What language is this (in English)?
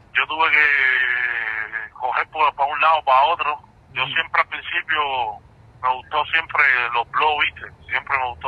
Spanish